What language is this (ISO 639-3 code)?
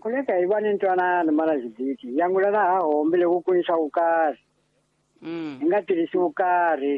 tso